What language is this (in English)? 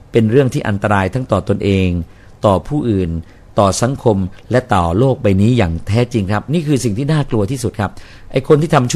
Thai